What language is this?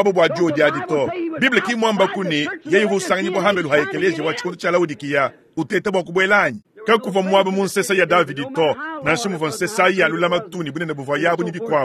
Luba-Lulua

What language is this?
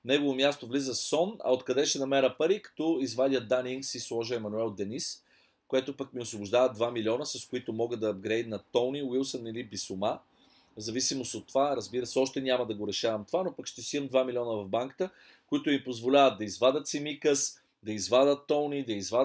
Bulgarian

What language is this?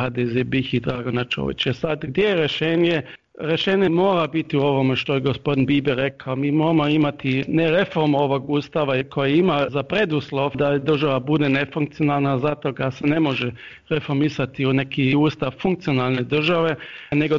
Bosnian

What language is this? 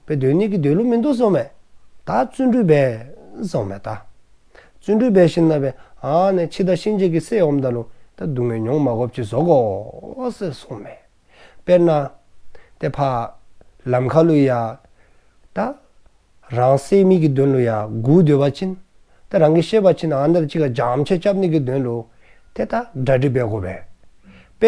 Dzongkha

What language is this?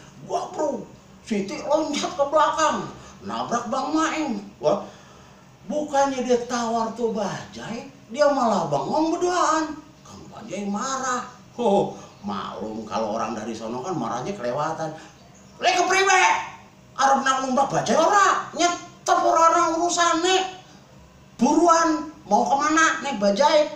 Betawi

